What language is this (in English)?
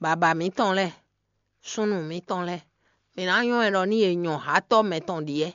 Fon